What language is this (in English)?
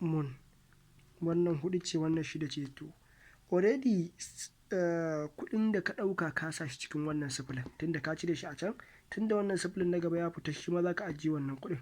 Hausa